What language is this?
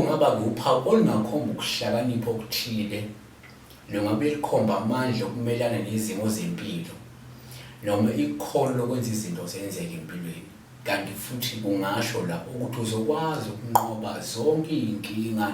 Zulu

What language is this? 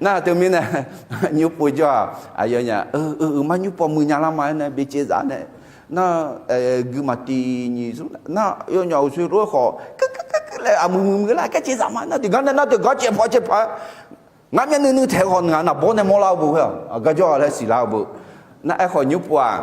Akha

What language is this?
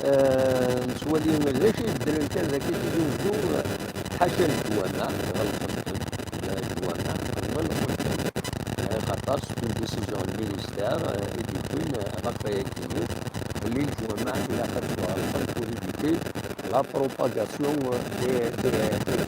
Kabyle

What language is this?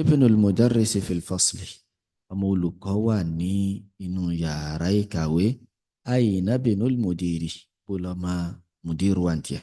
Yoruba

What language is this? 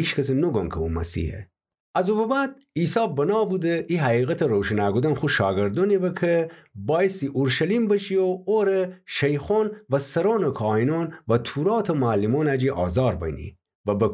Gilaki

